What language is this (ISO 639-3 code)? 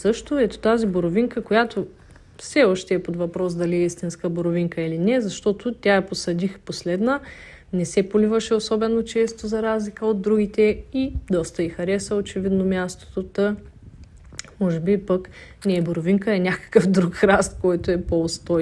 bul